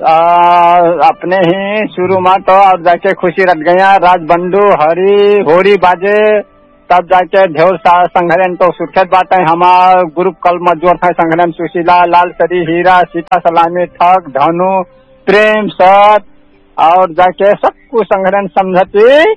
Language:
Dangaura Tharu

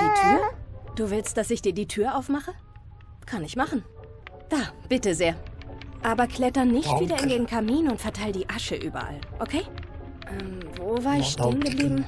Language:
Swiss German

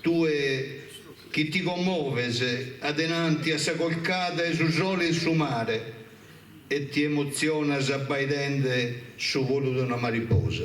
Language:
Sardinian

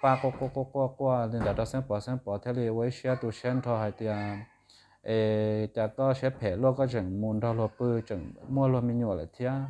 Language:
Hmong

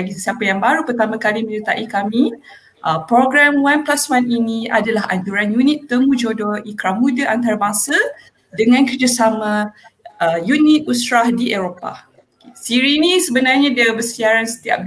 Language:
Malay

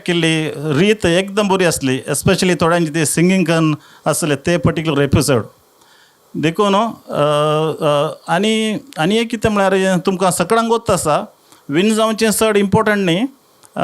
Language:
Konkani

